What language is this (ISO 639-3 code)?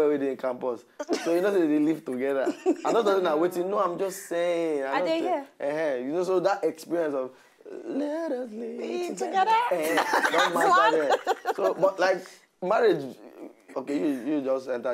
pcm